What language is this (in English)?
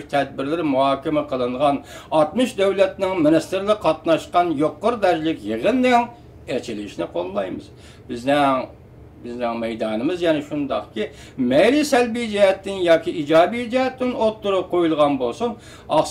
Uyghur